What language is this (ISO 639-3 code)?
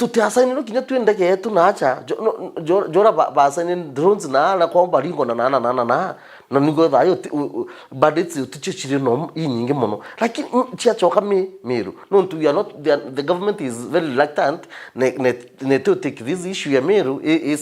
mer